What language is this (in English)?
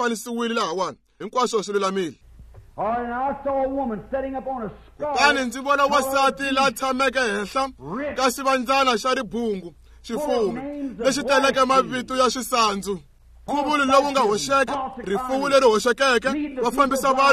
Tsonga